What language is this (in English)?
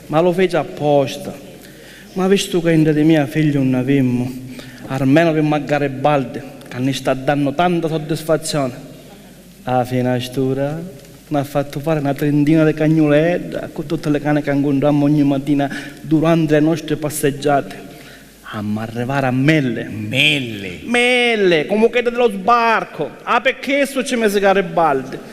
Sicilian